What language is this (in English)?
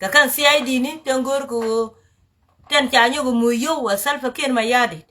Nuer